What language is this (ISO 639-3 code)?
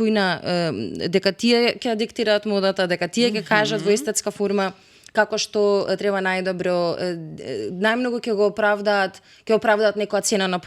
mkd